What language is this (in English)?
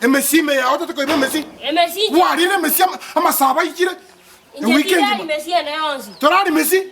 Gusii